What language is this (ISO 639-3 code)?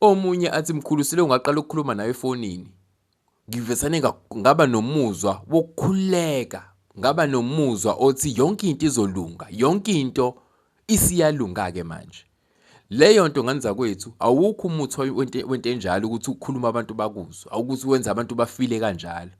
zul